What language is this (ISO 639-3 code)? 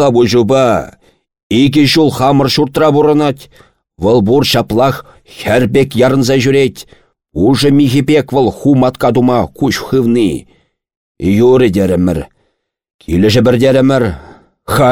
chv